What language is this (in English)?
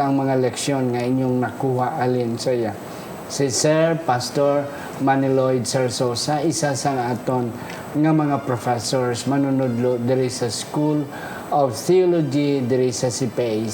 Hiligaynon